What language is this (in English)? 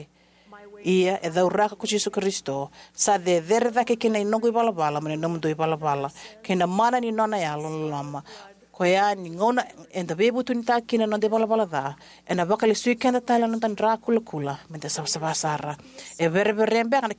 Fijian